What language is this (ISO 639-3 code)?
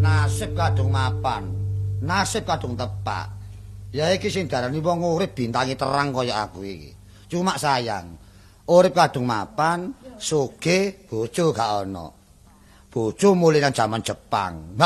jav